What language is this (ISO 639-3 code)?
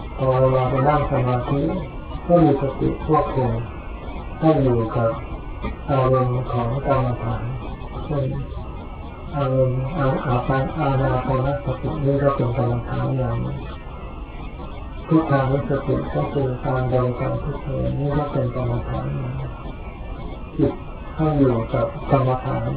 tha